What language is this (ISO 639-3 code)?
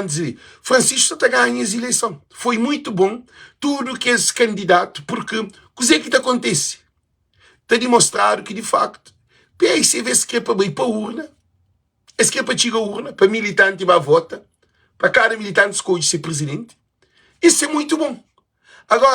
kea